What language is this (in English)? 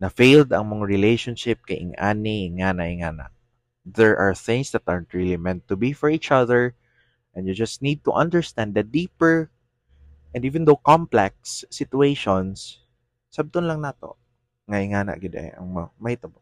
Cebuano